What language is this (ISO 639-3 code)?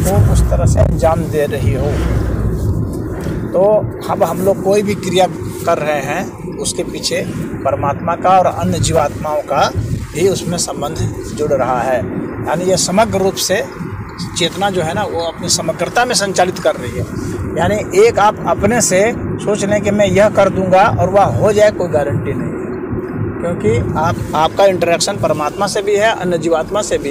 hin